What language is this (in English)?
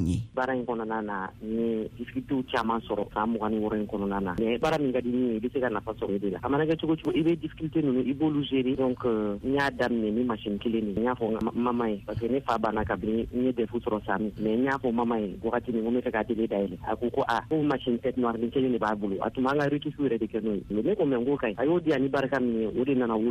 Bambara